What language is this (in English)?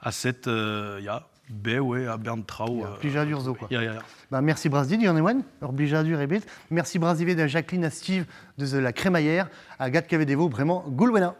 Breton